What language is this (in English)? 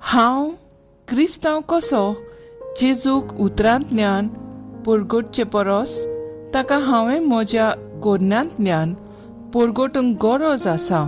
Konkani